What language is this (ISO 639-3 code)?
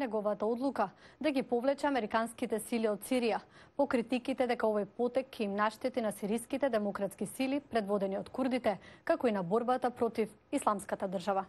mkd